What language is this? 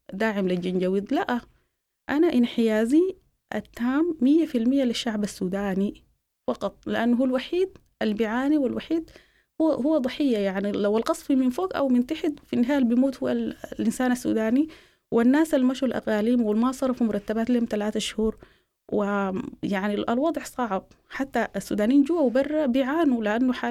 Sudanese Arabic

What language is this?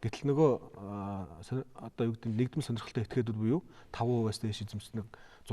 Mongolian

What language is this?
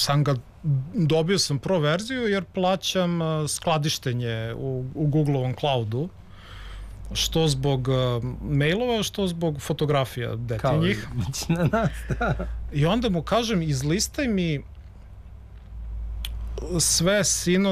Serbian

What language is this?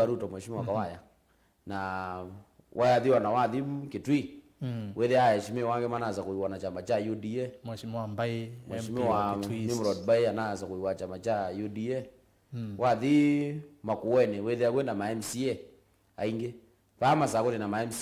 Kamba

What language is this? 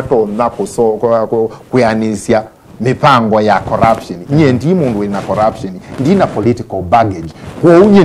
Kamba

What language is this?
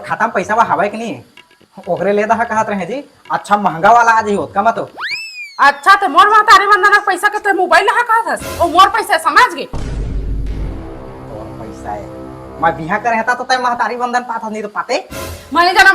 Chhattisgarhi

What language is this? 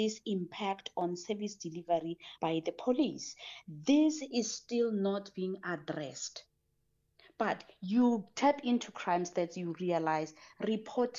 English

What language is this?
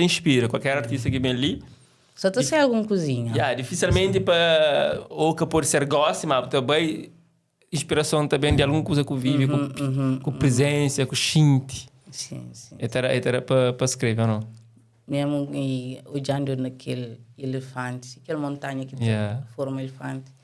Kabuverdianu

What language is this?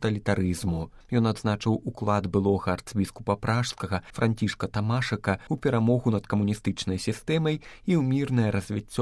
Belarusian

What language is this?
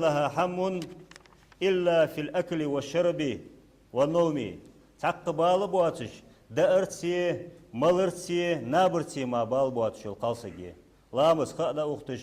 Ingush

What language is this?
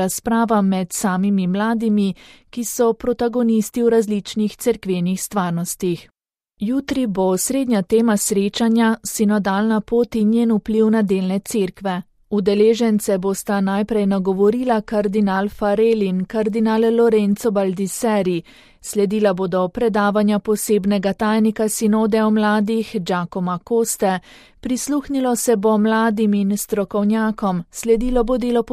Slovenian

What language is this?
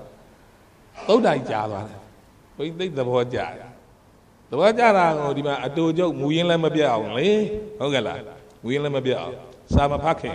Burmese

